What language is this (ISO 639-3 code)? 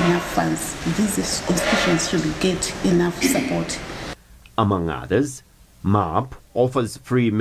eng